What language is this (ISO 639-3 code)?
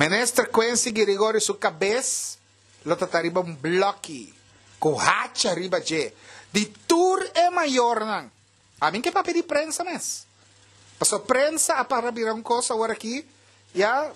pap